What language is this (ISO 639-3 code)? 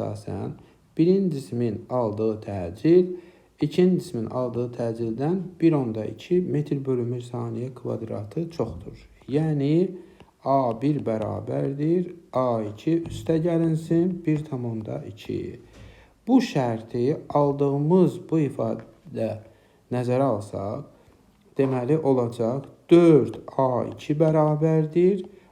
aze